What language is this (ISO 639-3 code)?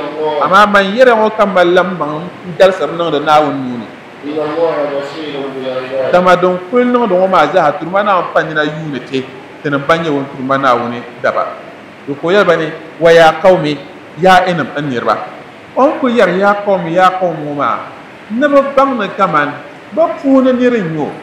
dag